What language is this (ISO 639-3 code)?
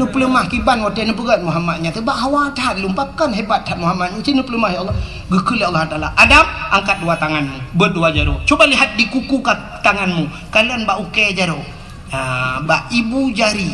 ace